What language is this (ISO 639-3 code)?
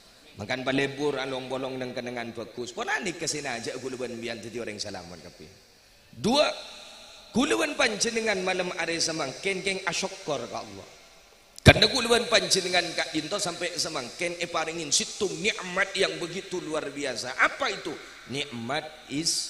mad